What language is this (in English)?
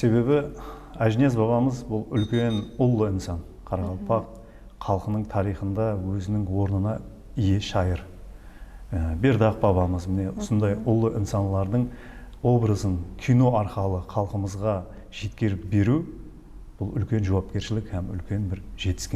Kara-Kalpak